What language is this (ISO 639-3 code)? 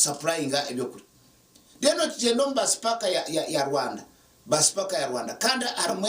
nyn